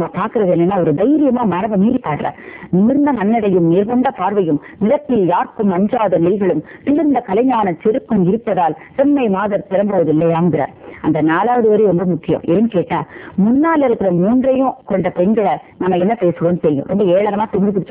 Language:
Tamil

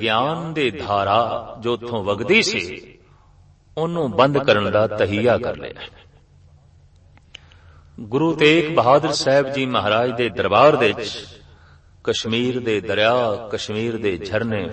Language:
Punjabi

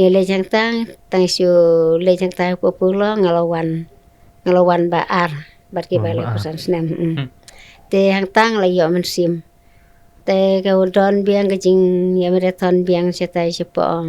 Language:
Khasi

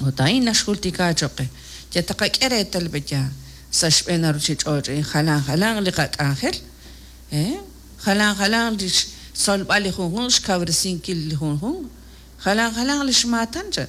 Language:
Kekchí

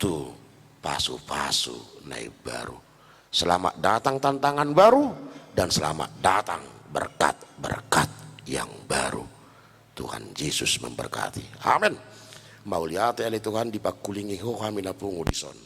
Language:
Batak Toba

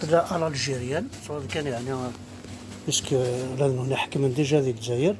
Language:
Kabyle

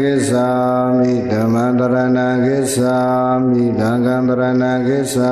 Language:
Burmese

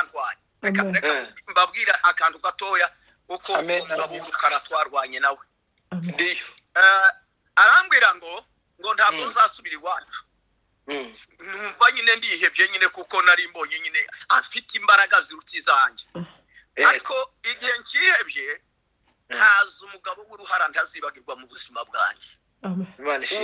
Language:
Kinyarwanda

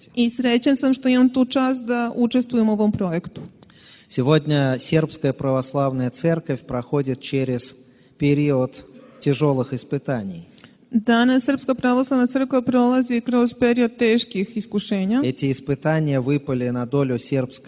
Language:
Serbian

